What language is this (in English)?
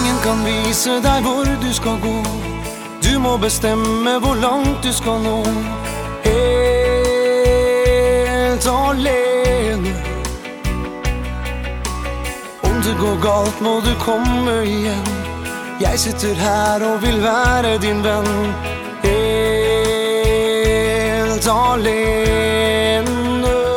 Norwegian